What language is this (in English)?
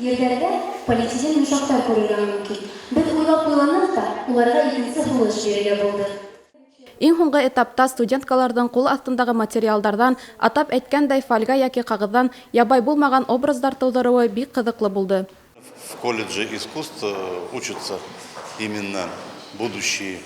Bashkir